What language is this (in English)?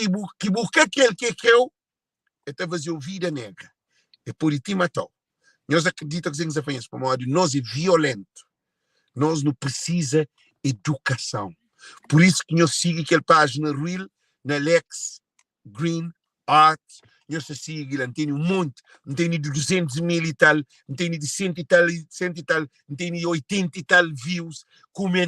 Kabuverdianu